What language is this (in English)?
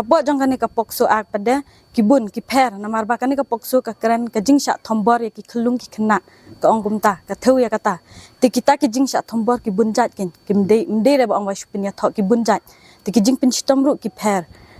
Khasi